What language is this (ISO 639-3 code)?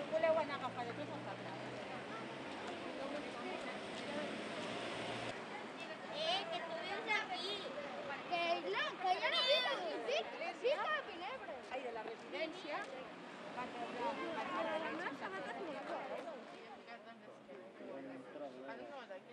cat